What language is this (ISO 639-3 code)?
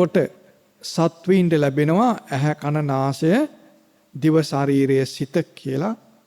sin